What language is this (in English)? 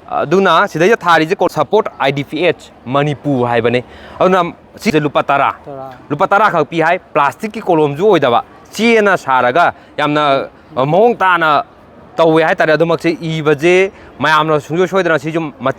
Manipuri